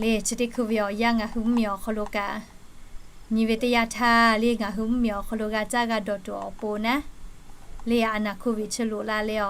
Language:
Lahu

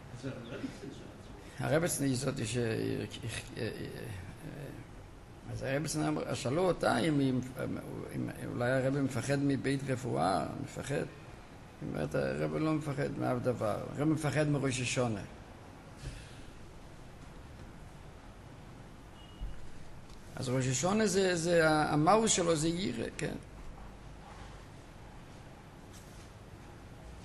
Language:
Hebrew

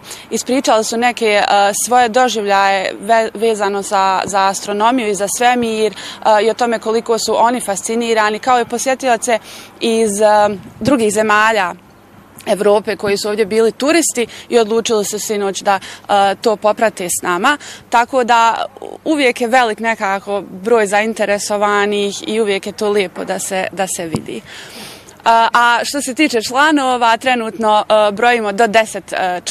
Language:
Bosnian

